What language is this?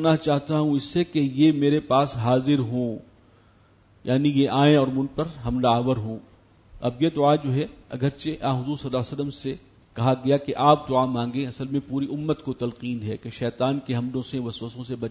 Urdu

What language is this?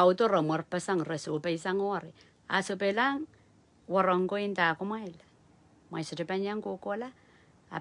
Pohnpeian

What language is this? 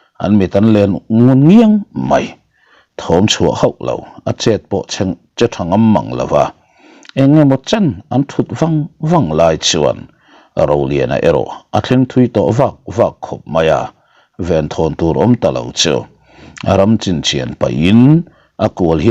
Mizo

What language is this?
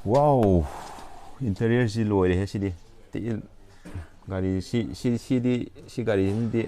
Manipuri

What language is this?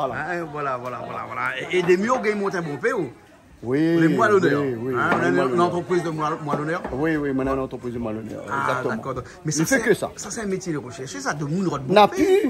Réunion Creole French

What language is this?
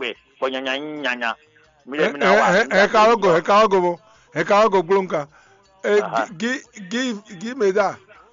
Fon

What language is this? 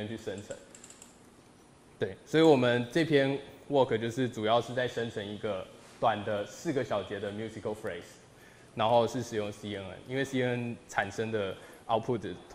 Chinese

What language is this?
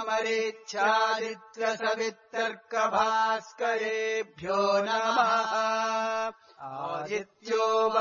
Sanskrit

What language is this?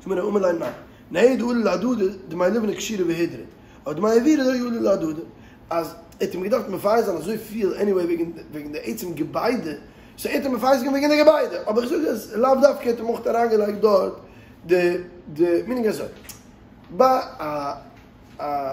Yiddish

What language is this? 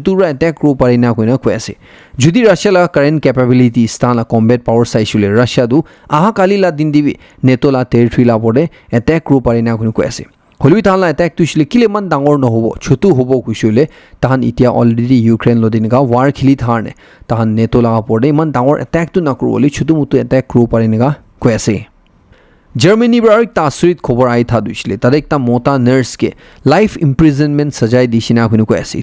Naga Pidgin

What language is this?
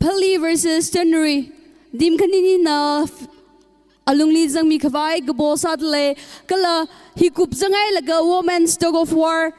Tangkhul Naga (India)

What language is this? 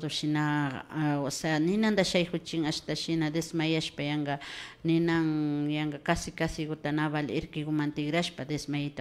Imbabura Highland Quichua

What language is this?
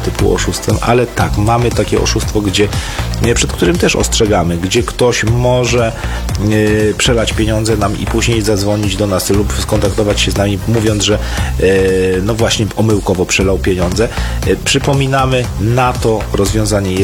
Polish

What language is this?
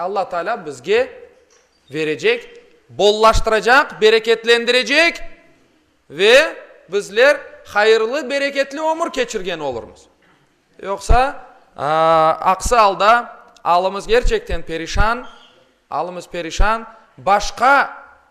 Crimean Tatar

